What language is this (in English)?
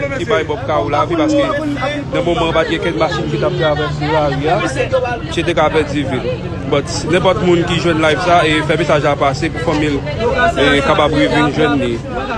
Haitian Creole